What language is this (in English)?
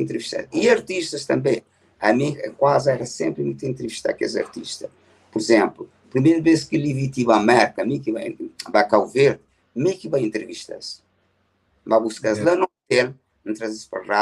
Kabuverdianu